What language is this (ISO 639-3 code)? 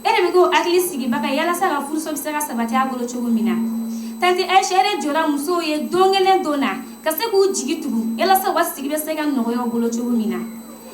bam